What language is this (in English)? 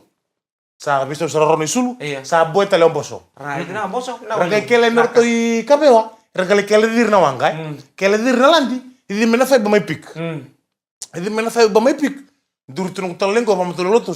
Fijian